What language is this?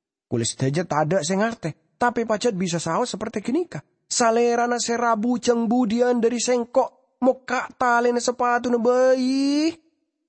Madurese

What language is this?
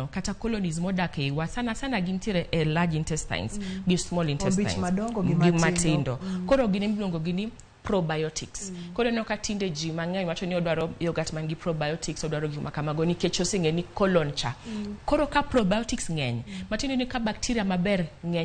Luo (Kenya and Tanzania)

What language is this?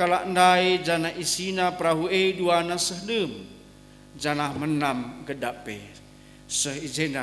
Batak Karo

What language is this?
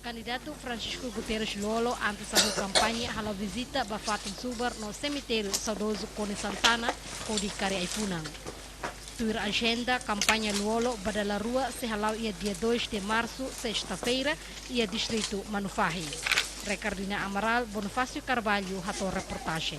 Tetum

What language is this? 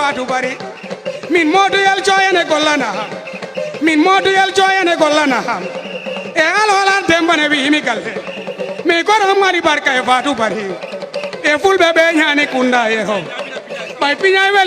Fula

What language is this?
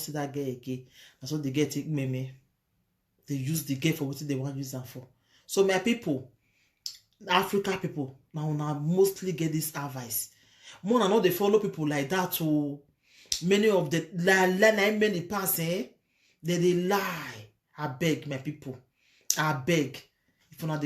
Nigerian Pidgin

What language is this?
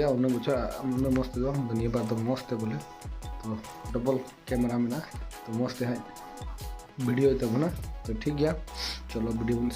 Santali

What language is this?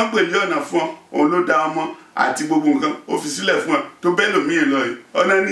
Yoruba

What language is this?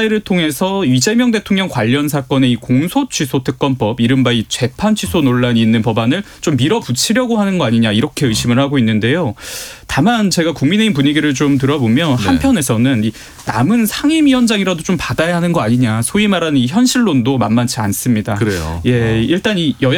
Korean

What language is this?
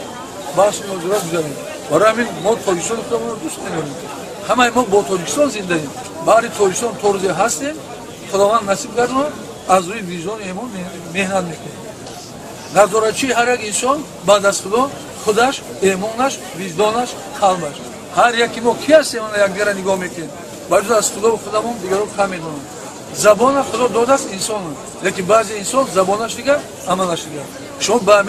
Tajik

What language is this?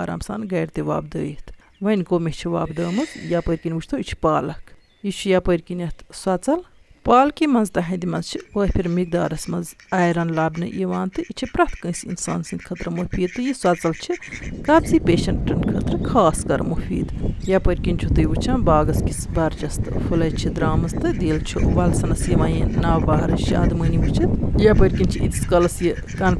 Kashmiri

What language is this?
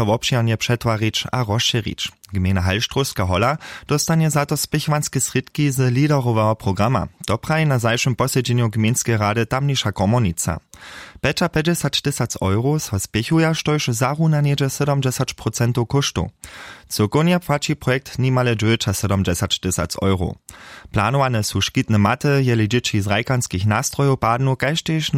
Upper Sorbian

